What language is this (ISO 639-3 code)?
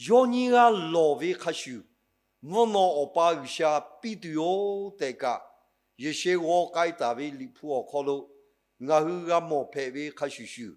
lhu